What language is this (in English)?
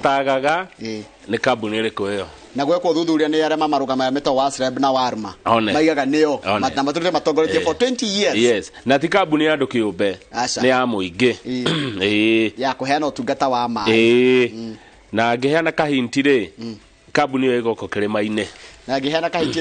Kikuyu